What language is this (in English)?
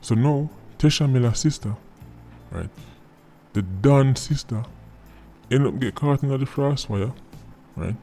Jamaican Creole English